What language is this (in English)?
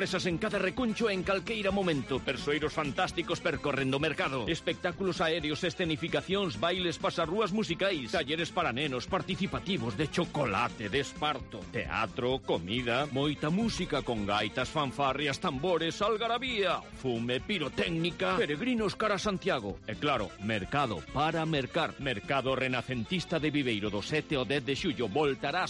Galician